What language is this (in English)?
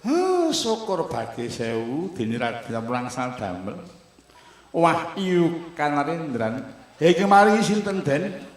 Javanese